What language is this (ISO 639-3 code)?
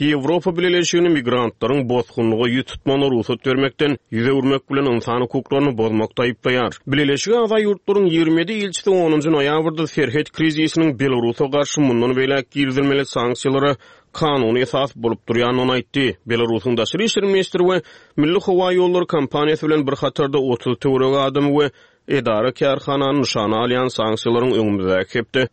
tuk